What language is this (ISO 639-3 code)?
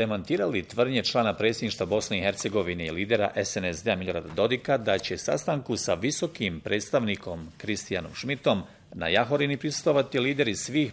bos